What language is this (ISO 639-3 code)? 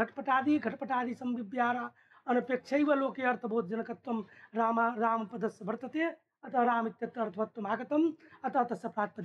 san